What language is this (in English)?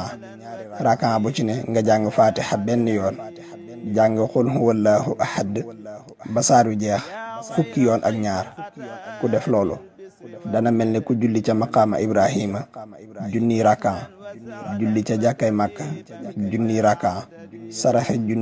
Wolof